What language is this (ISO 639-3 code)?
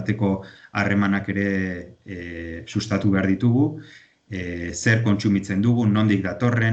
eus